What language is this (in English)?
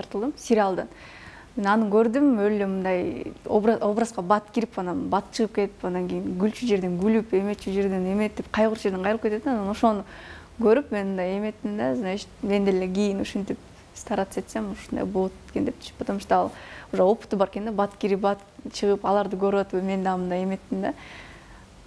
Kyrgyz